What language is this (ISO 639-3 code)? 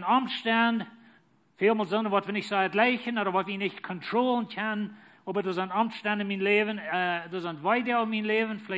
pdt